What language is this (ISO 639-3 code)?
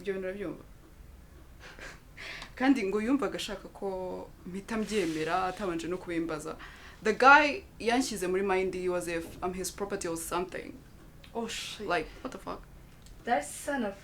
kin